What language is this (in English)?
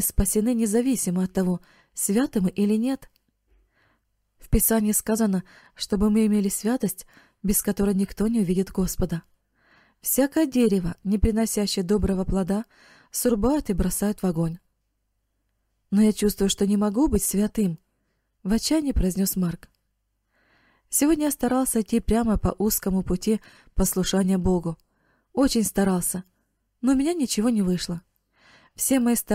Russian